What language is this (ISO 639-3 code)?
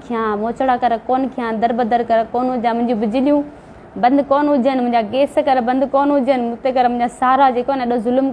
snd